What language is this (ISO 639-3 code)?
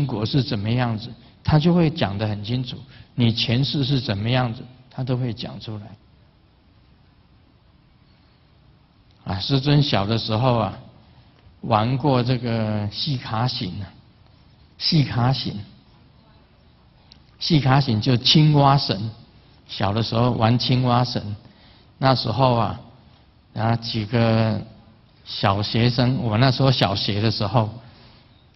zho